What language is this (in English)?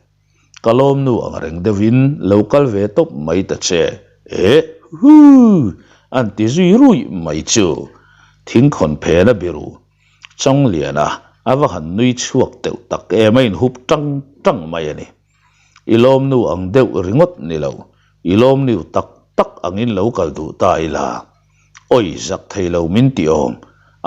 Mizo